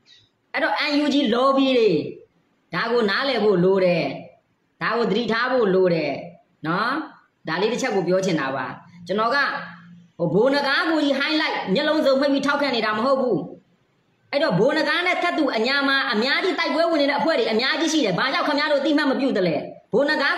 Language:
Burmese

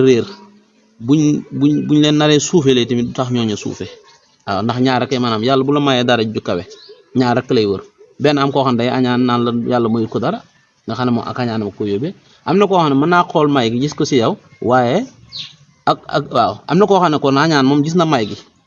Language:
Wolof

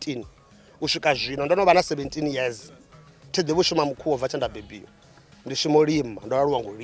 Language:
Venda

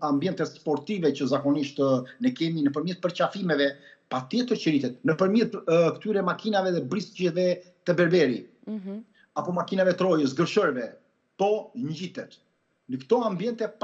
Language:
Albanian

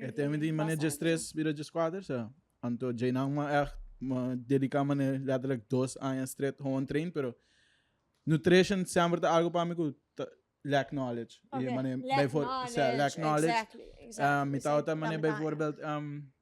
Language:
Papiamento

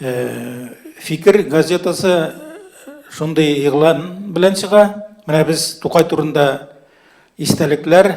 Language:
Tatar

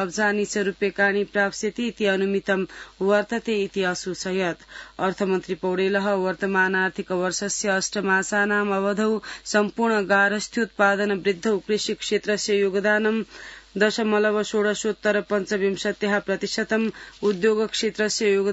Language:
Sanskrit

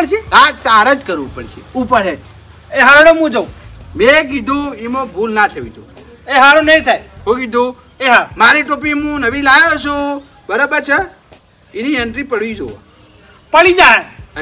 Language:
Gujarati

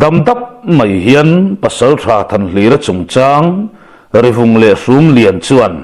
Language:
Mizo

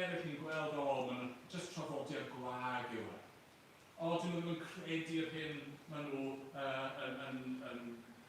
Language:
Welsh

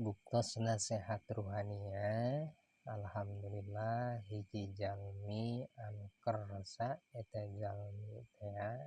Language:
Sundanese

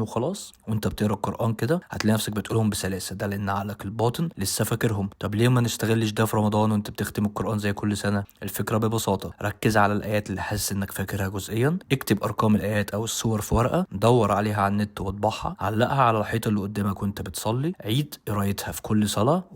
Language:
Egyptian Arabic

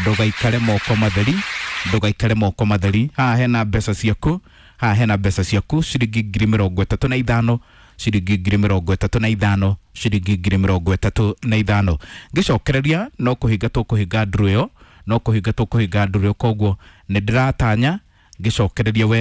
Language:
Kikuyu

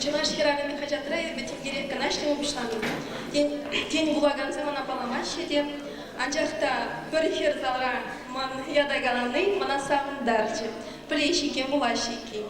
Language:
Chuvash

